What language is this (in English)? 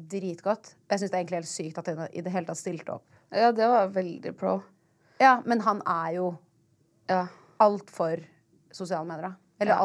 Norwegian